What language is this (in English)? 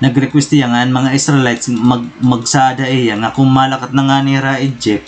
Waray